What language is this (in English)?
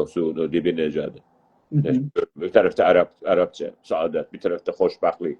South Azerbaijani